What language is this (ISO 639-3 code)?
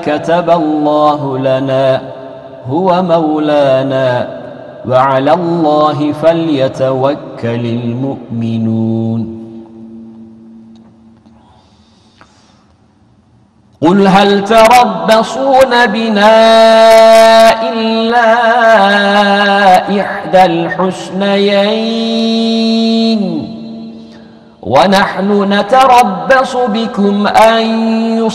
ara